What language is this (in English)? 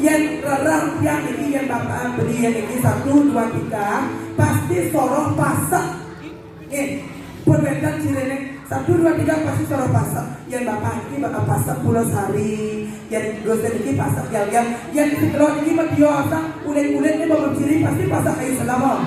Balinese